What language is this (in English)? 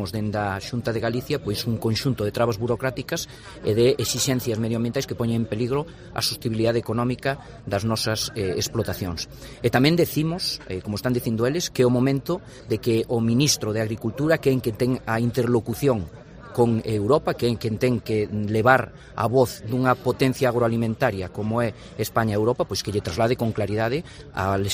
Galician